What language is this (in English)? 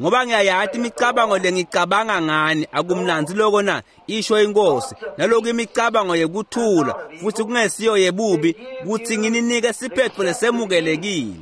Swati